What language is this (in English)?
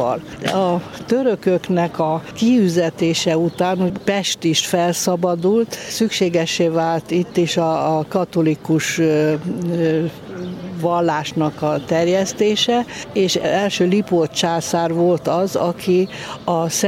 Hungarian